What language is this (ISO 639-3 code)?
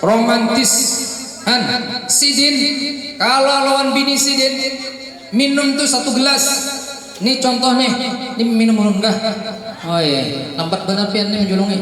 bjn